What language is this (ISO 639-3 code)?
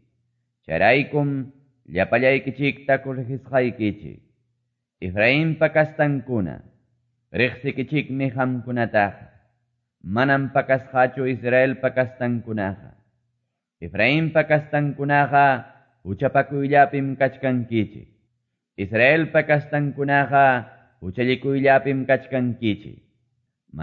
que